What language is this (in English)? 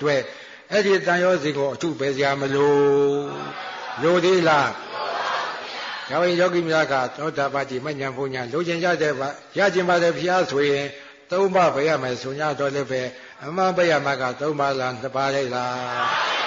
Burmese